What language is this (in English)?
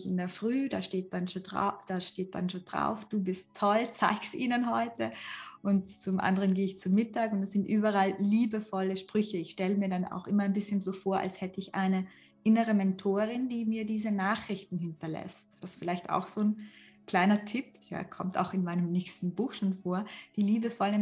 German